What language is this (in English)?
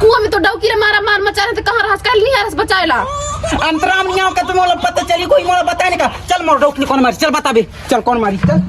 Chhattisgarhi